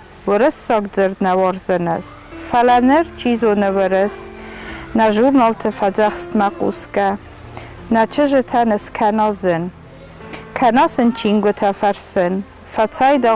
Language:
Ossetic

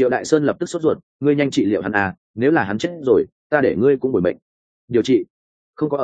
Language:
Vietnamese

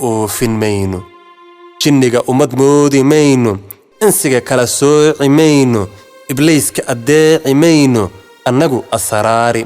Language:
Somali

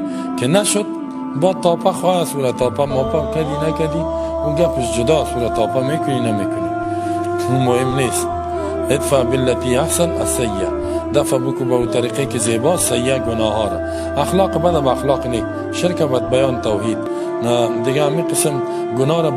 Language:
Persian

